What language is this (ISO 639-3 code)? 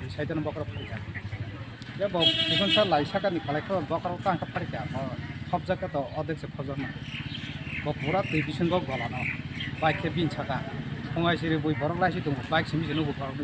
trp